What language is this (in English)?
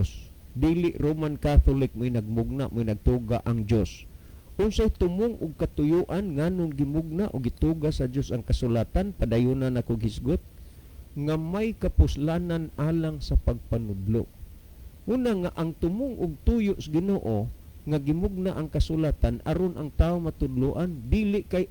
Cebuano